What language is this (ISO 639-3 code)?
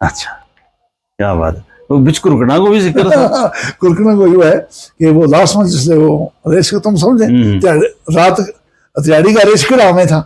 gju